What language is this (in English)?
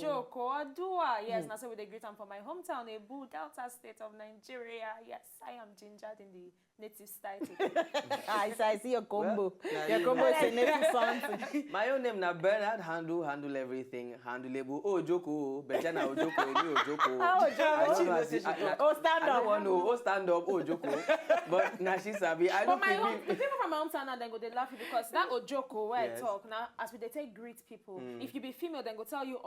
Nigerian Pidgin